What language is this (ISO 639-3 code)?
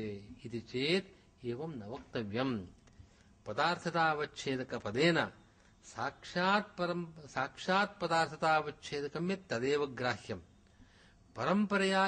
san